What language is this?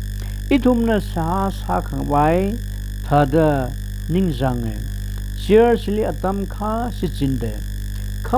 Tangkhul Naga (India)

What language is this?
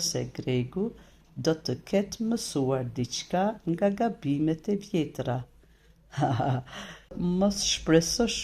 Albanian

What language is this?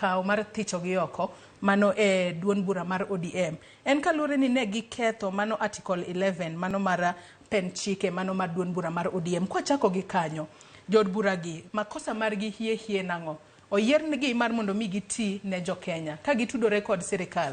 Luo (Kenya and Tanzania)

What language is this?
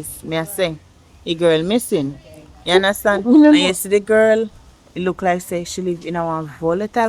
Jamaican Creole English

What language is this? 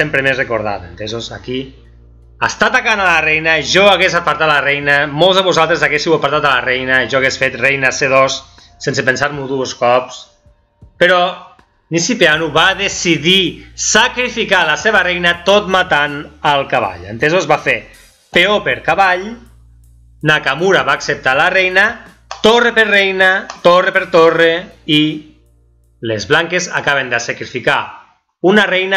Catalan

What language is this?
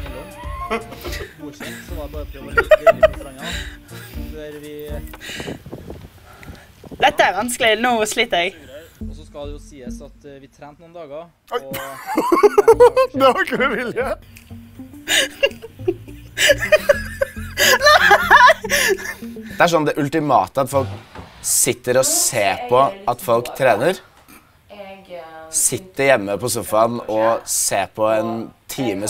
Norwegian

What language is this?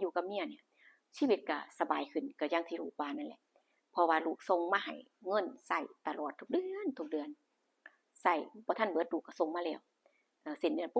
Lao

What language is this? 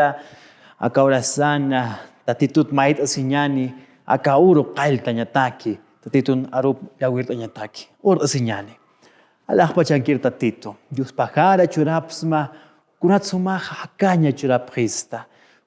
Aymara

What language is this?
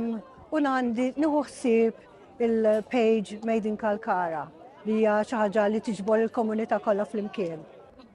Maltese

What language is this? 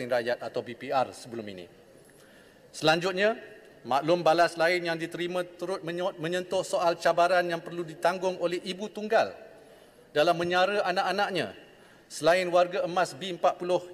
Malay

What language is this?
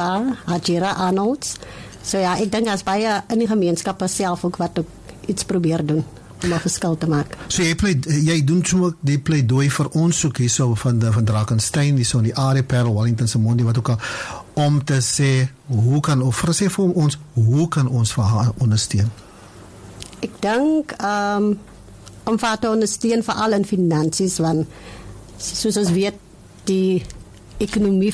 Afrikaans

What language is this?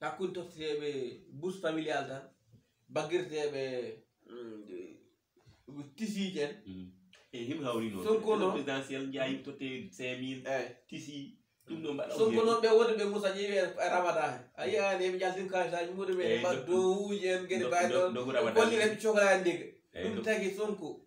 Fula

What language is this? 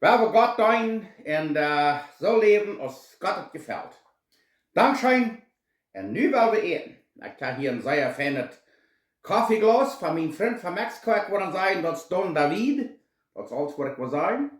Plautdietsch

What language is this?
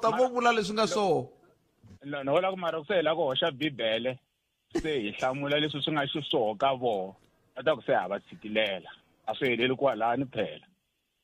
Tsonga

